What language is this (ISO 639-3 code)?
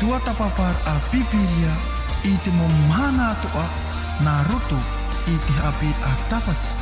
tah